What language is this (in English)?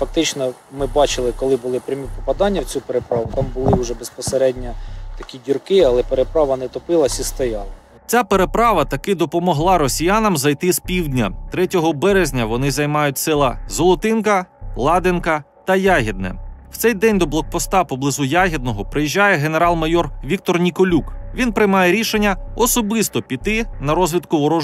Ukrainian